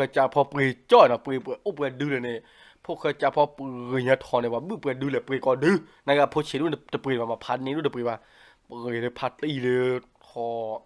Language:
S'gaw Karen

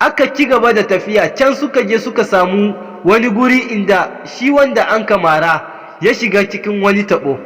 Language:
Hausa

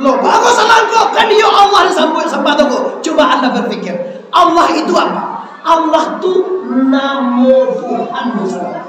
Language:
Minangkabau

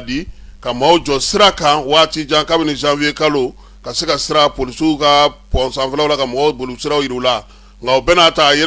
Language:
Bambara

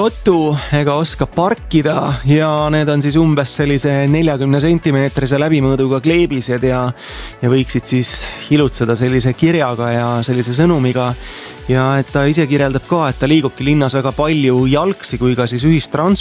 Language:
Estonian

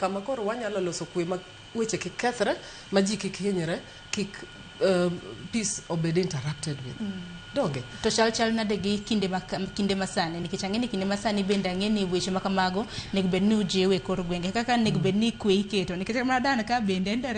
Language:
Luo (Kenya and Tanzania)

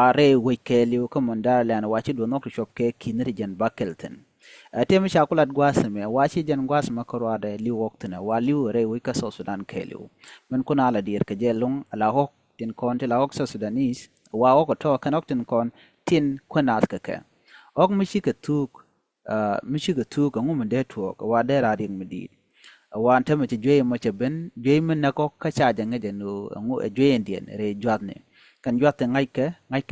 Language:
Nuer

